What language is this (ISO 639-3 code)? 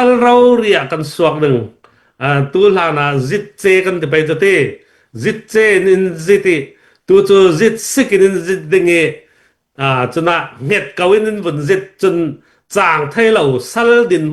cfm